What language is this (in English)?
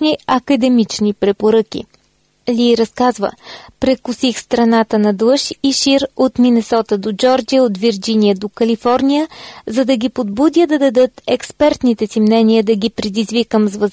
Bulgarian